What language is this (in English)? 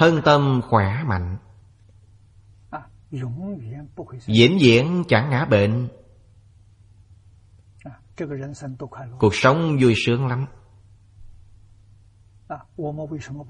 Vietnamese